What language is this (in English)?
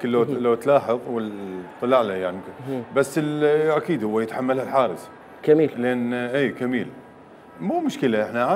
Mesopotamian Arabic